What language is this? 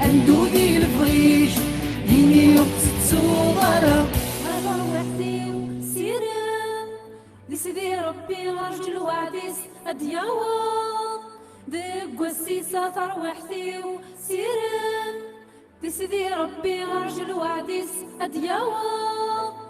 Kabyle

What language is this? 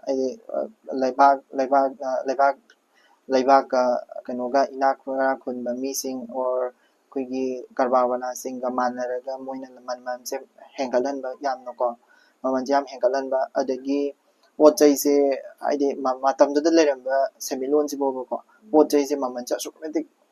Manipuri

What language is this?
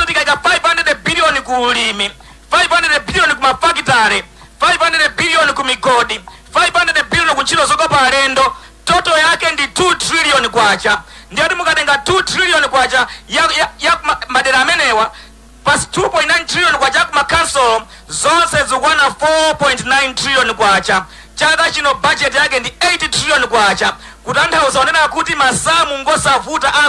Nyanja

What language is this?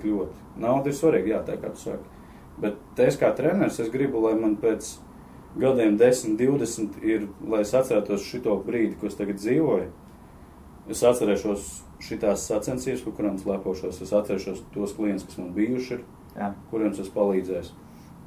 Latvian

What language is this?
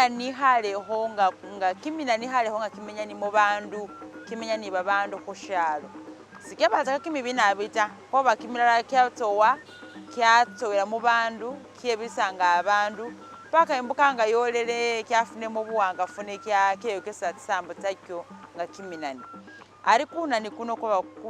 Masaaba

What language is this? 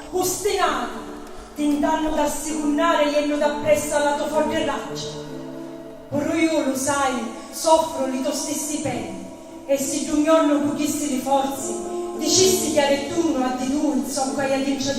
Sicilian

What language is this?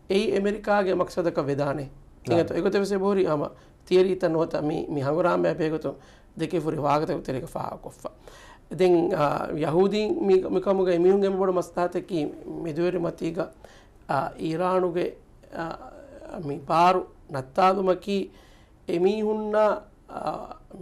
Divehi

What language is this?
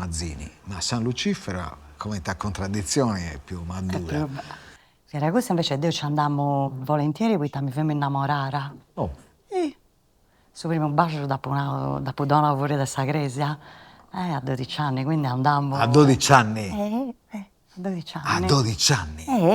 Sardinian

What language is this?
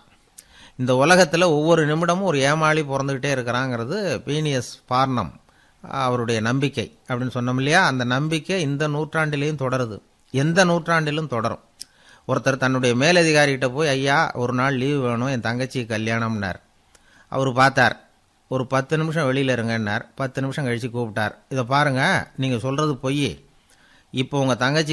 Tamil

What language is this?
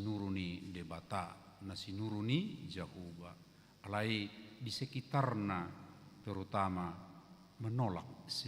Batak Toba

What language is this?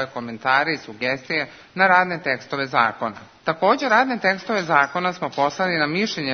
Serbian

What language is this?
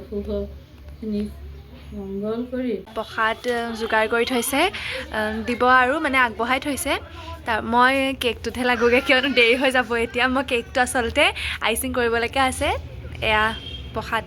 Assamese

